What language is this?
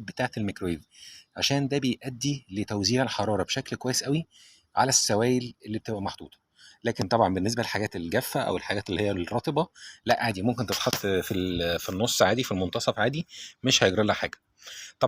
Egyptian Arabic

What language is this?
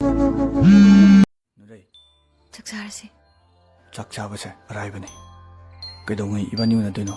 Manipuri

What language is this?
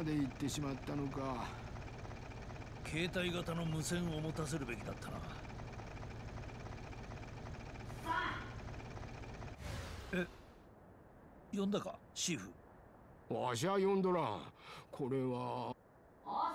Japanese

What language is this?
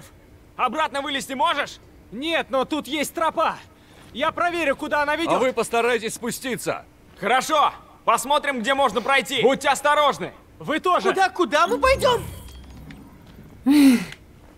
Russian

